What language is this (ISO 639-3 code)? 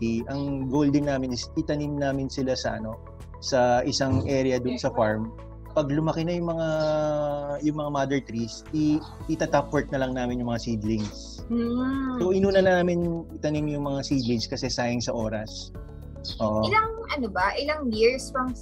fil